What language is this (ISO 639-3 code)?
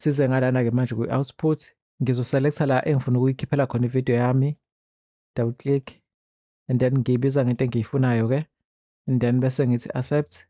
zul